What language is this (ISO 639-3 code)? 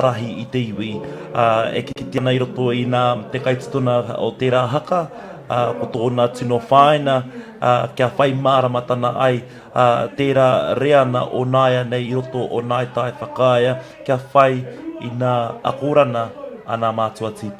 mri